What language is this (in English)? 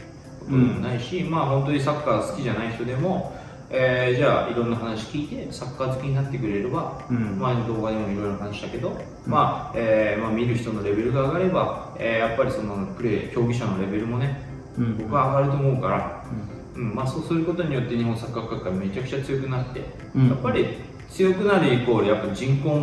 Japanese